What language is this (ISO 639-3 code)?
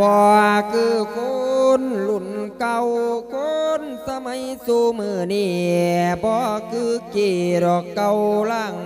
lao